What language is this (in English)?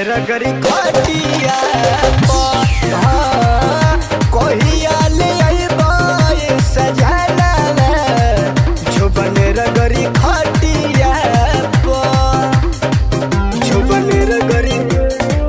Bhojpuri